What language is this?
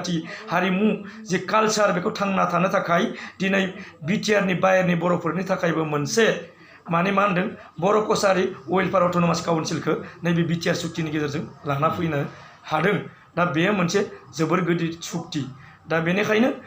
Bodo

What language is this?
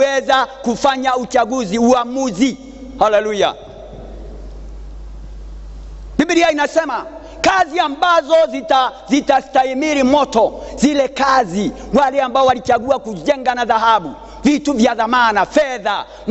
Swahili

